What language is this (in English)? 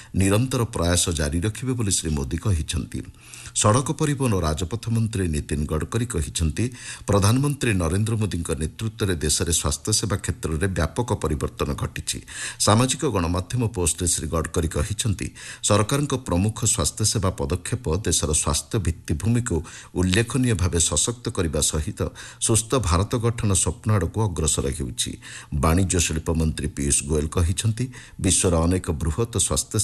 Odia